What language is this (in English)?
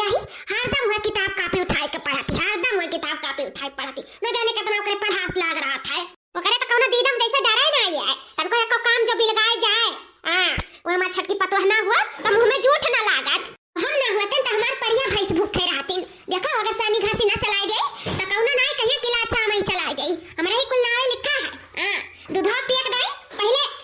Awadhi